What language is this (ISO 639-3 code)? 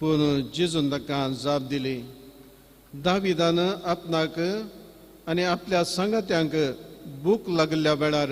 kok